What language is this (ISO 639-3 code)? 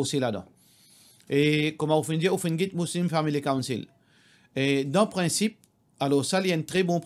mfe